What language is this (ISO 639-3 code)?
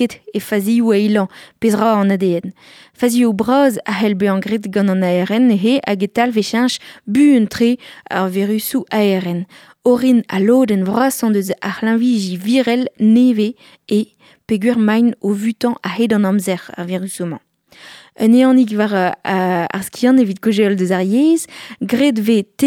bre